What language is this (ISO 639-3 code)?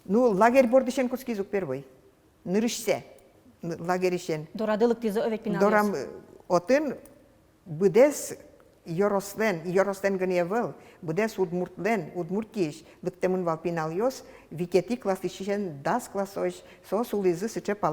udm